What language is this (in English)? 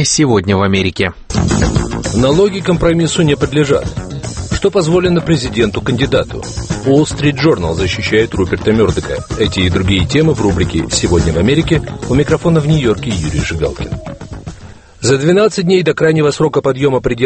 Russian